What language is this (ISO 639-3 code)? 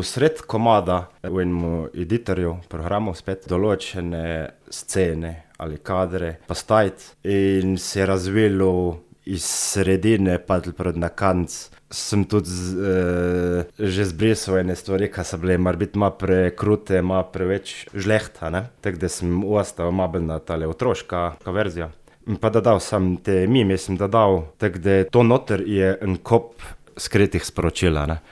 slv